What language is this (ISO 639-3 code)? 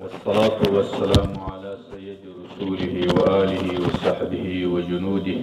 pus